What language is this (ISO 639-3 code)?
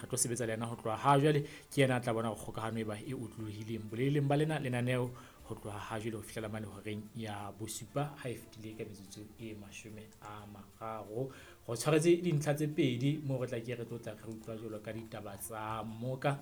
sot